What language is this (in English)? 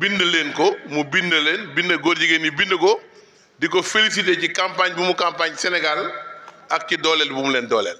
Wolof